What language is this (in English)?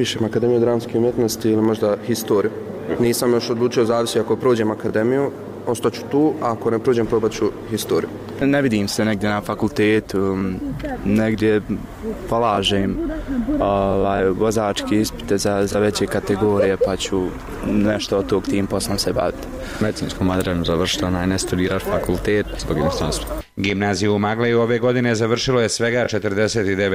Bosnian